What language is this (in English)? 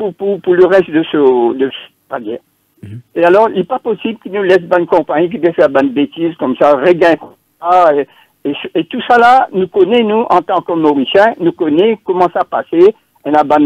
French